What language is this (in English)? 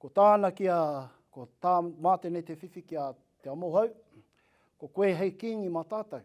Māori